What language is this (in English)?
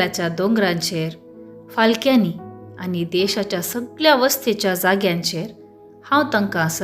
Konkani